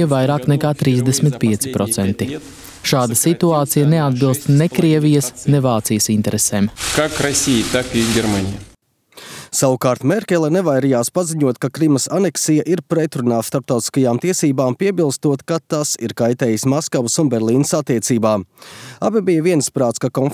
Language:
Latvian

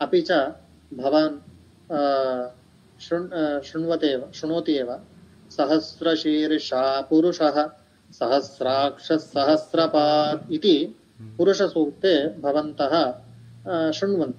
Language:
Sanskrit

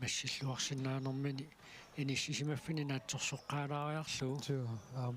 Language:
Kalaallisut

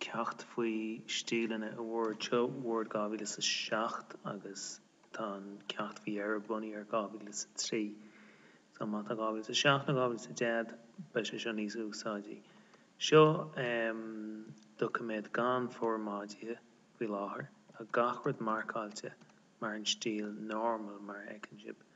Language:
Irish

